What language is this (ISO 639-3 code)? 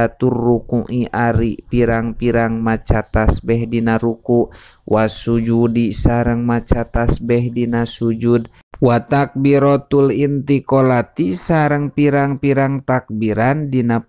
sun